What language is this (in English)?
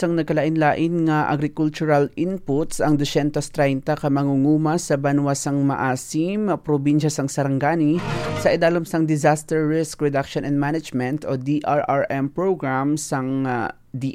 Hiligaynon